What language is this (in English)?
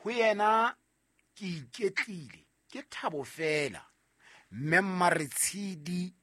Southern Sotho